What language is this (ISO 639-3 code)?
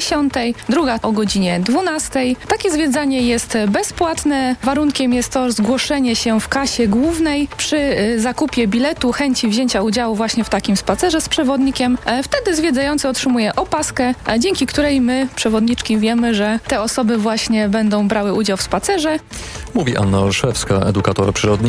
pol